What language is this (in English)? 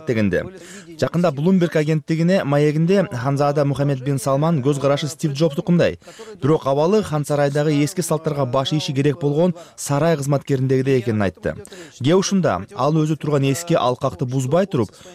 Kyrgyz